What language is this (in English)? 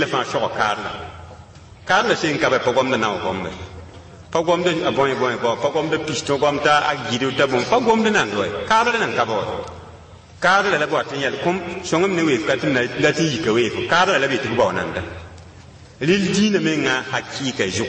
Mossi